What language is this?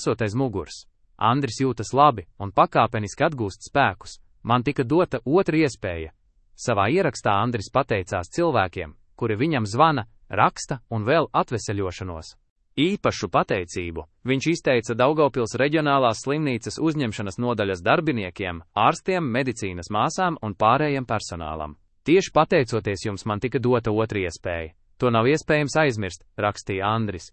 Latvian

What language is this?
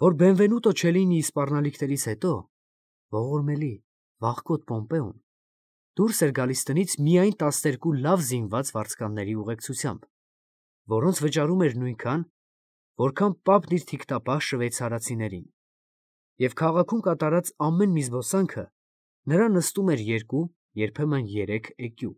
Armenian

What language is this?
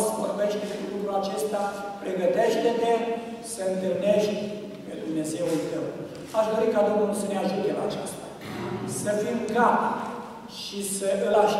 Romanian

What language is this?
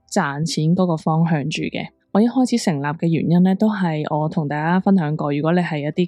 Cantonese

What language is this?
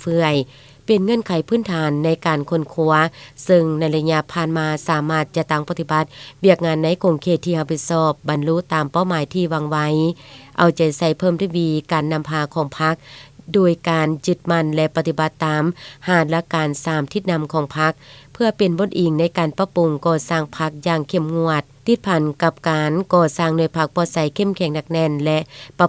Lao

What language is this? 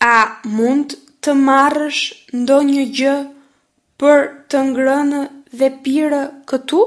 Albanian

